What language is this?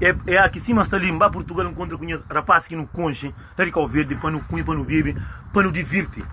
Kabuverdianu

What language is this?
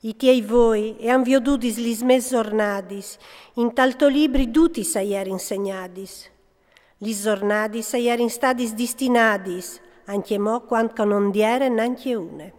Friulian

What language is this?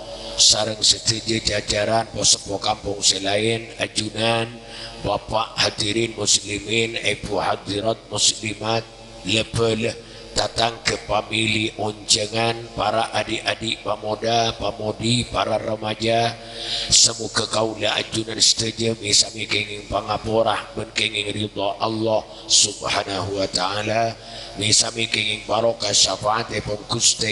Madurese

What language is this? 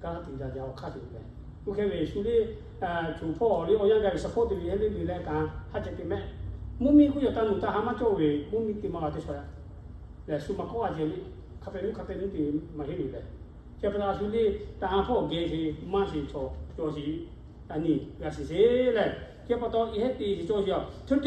Lahu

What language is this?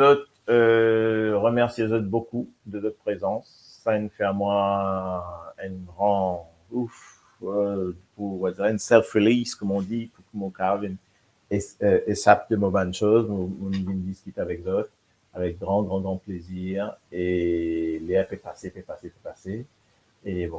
Morisyen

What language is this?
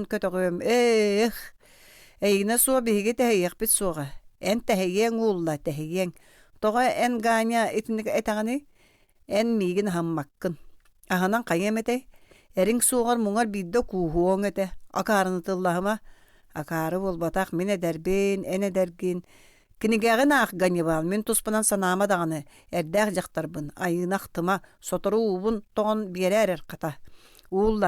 Yakut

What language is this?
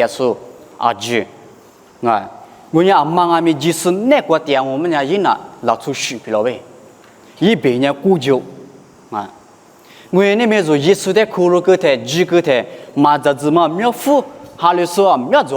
Lisu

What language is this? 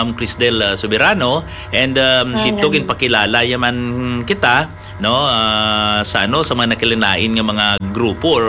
Hiligaynon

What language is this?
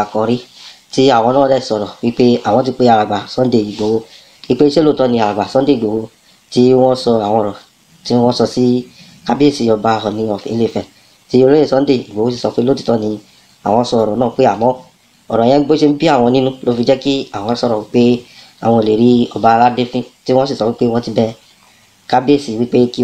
Yoruba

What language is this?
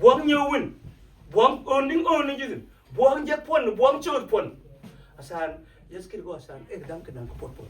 Mabaan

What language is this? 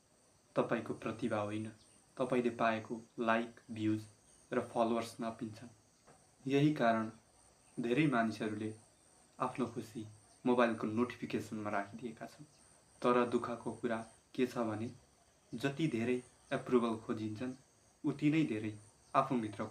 Nepali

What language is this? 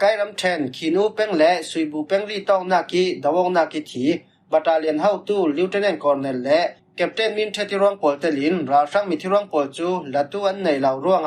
Falam Chin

